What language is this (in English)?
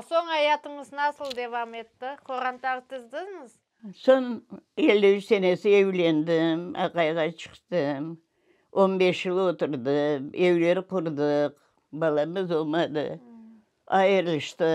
Crimean Tatar